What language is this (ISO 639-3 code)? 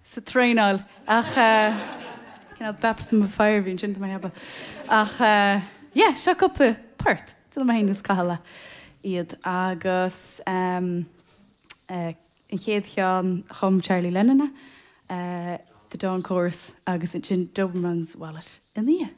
gle